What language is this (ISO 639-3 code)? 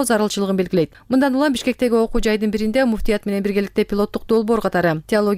kir